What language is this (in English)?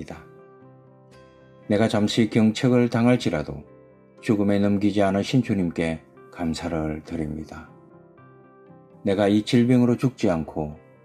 Korean